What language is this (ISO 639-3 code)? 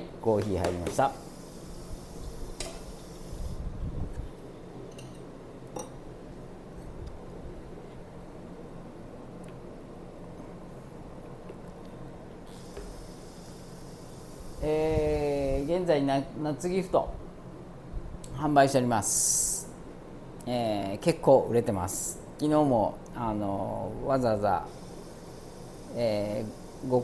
jpn